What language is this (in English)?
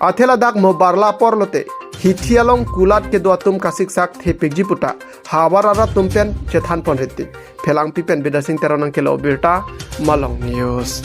Karbi